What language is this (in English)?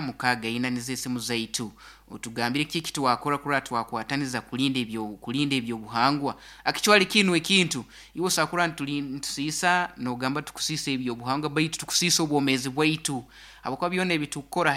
Nyoro